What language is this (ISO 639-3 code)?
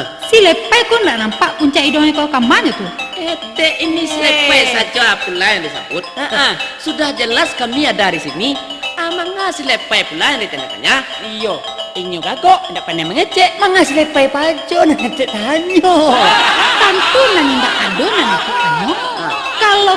min